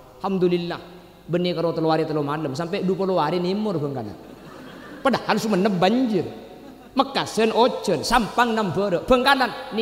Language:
Madurese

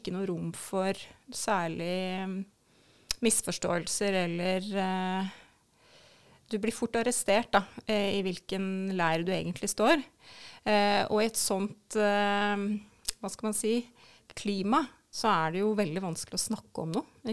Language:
Norwegian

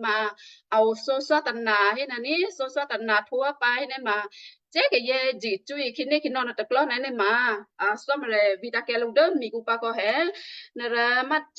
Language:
Western Kayah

